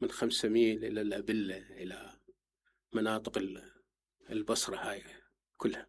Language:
Mesopotamian Arabic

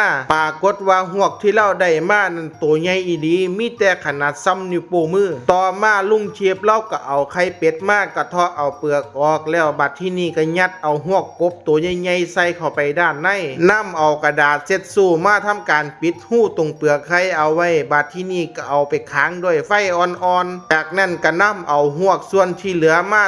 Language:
Lao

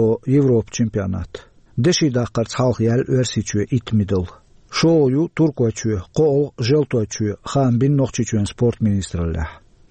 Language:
Chechen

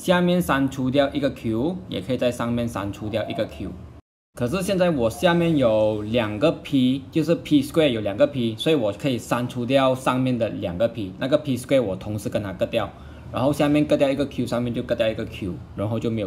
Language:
Chinese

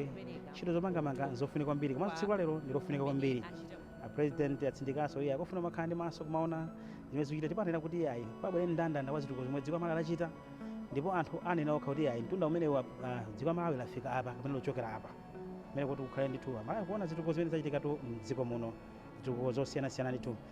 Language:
Nyanja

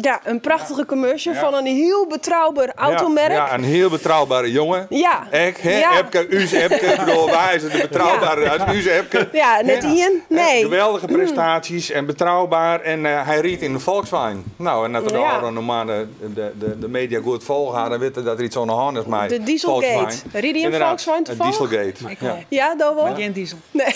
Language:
Western Frisian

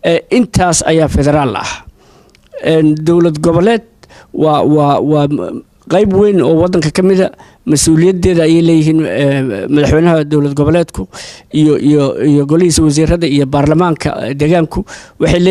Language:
Somali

